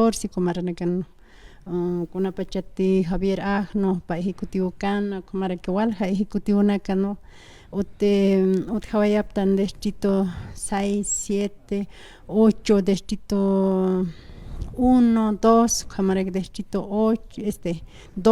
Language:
Aymara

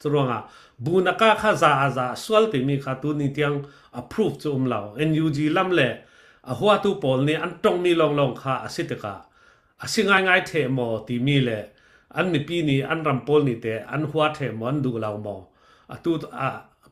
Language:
Falam Chin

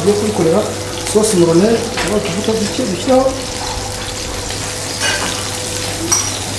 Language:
Kinyarwanda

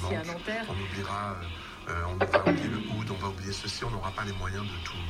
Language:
French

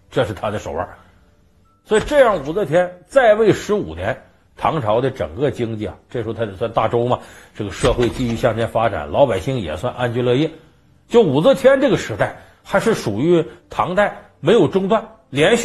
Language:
Chinese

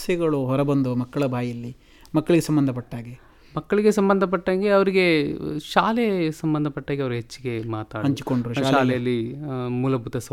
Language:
Kannada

